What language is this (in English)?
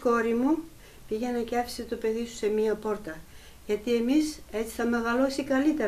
Greek